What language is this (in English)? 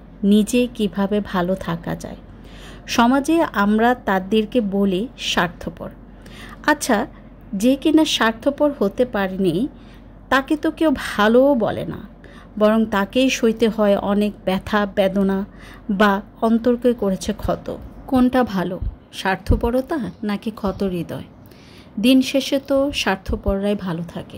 Bangla